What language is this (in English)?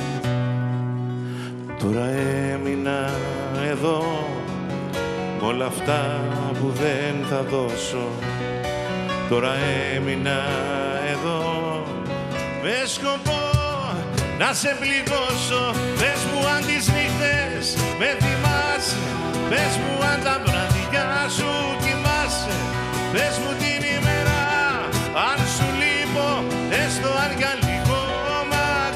Greek